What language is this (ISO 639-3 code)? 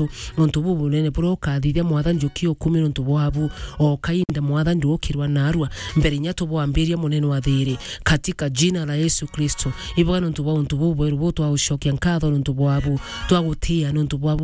mer